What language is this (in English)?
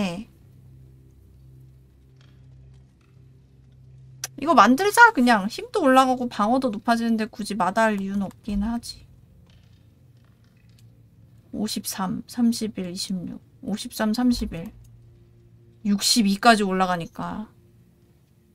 Korean